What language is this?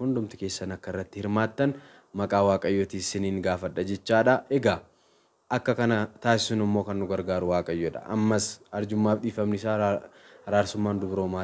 Oromo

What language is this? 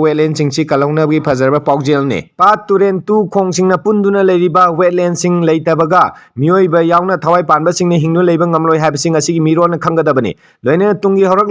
Manipuri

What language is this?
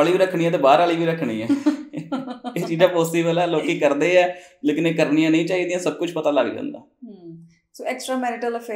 Punjabi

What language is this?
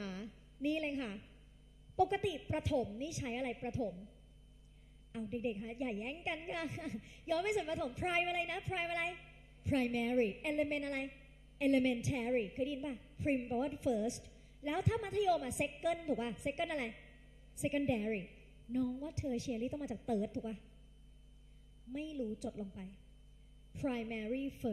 Thai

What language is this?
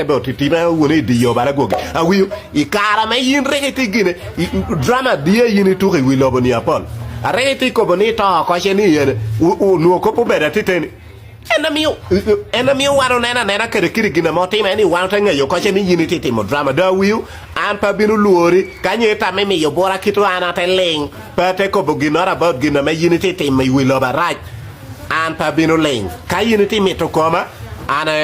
Acoli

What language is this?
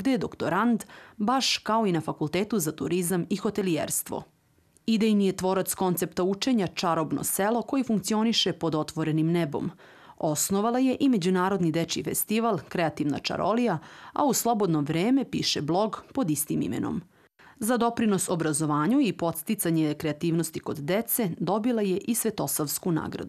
Serbian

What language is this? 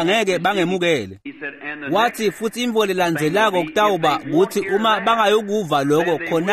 Swati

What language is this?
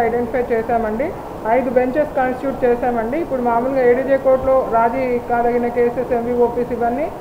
Telugu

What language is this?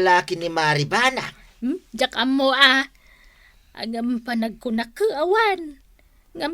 Iloko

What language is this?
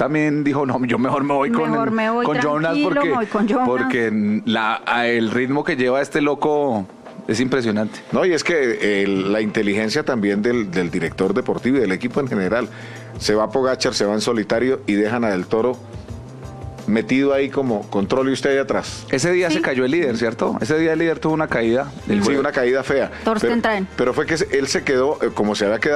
Spanish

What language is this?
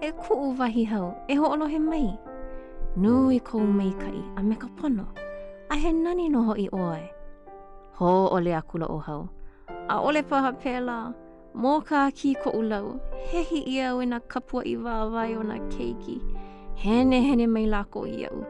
Hawaiian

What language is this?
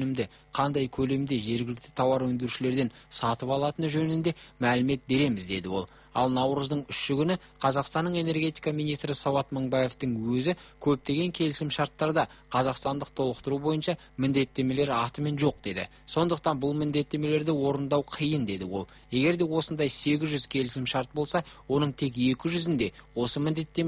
Kazakh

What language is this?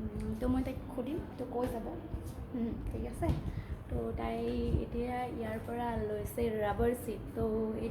Assamese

